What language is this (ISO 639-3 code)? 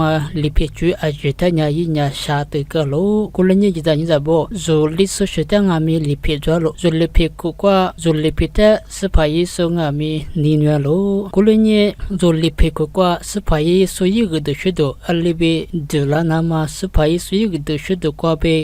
lis